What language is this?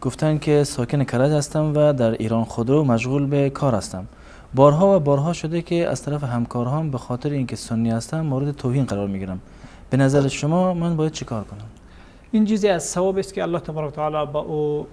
Persian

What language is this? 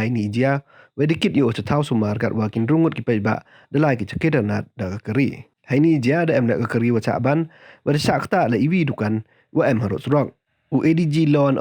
Pnar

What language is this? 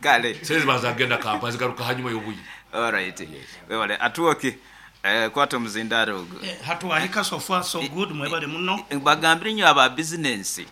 Nyoro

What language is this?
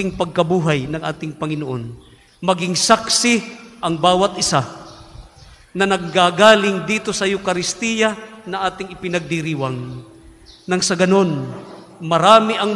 Filipino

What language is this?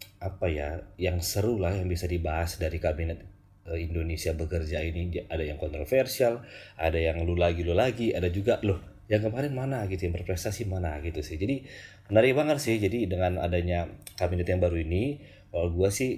Indonesian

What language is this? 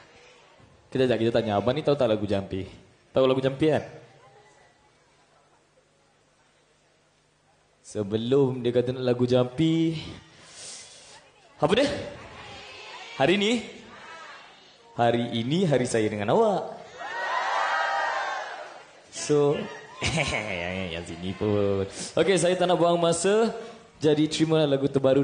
Malay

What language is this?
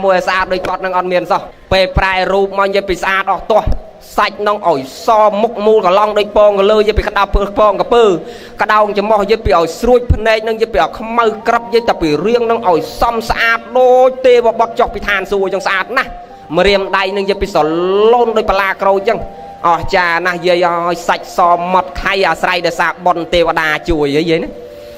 Khmer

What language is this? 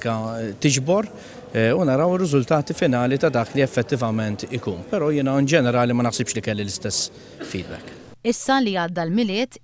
Maltese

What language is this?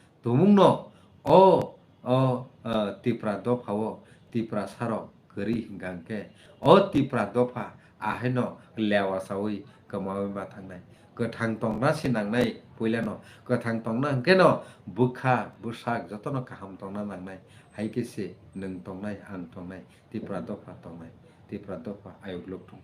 Kok Borok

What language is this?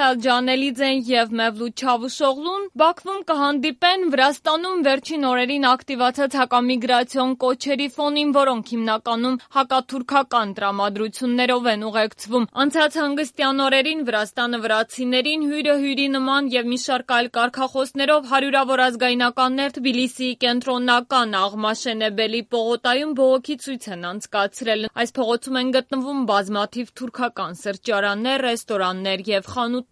Armenian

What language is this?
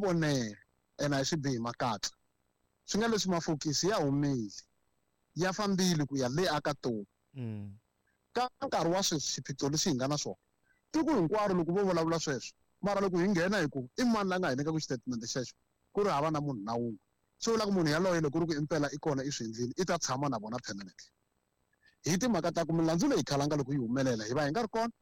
Tsonga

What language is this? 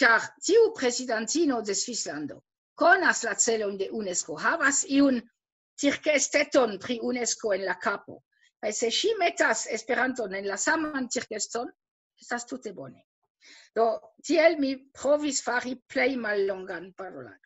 Esperanto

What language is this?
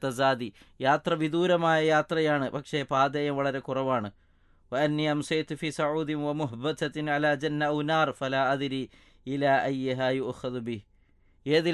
Malayalam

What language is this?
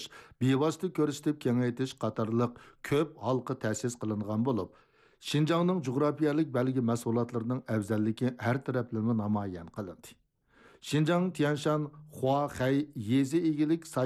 Uyghur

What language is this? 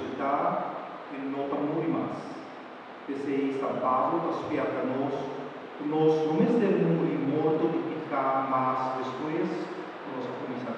Papiamento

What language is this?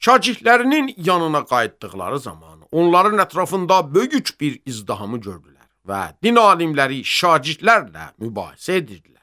Azerbaijani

